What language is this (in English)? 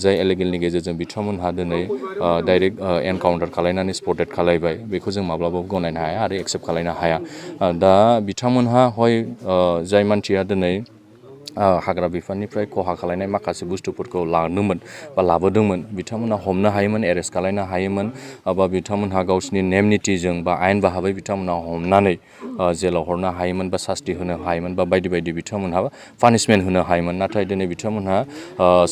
Bodo